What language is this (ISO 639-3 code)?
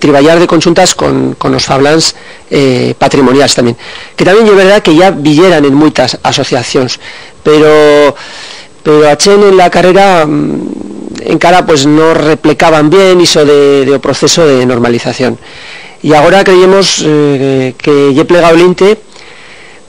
arg